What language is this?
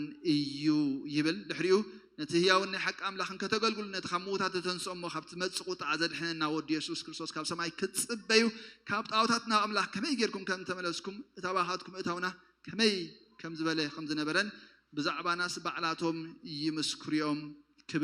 Tigrinya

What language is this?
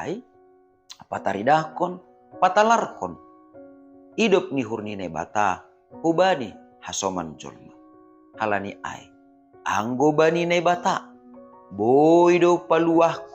Batak Simalungun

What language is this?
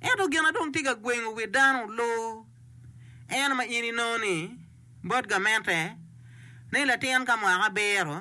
Acoli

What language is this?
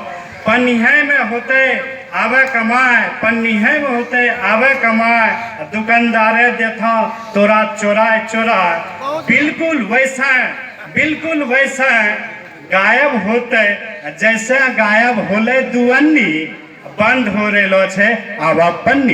Angika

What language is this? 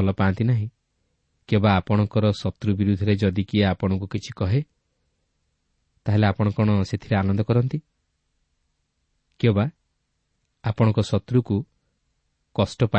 Odia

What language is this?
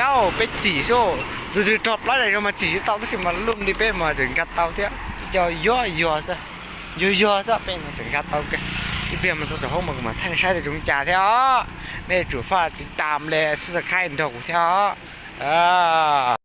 Hmong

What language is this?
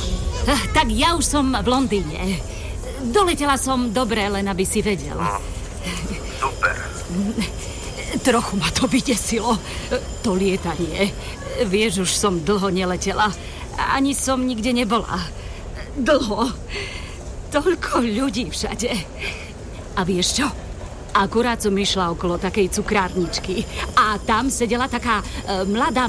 Slovak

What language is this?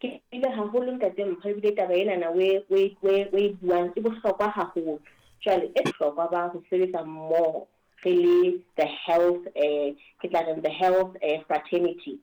Southern Sotho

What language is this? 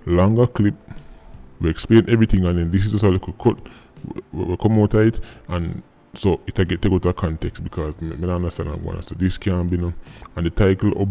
Jamaican Creole English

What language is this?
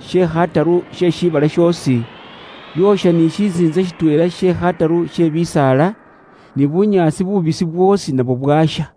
Luyia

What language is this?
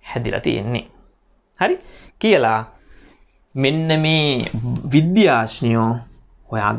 Sinhala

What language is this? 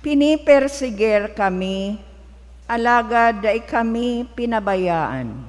Bikol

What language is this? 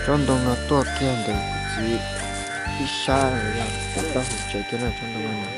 Hmong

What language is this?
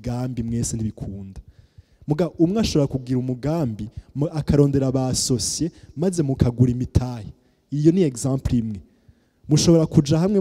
Rundi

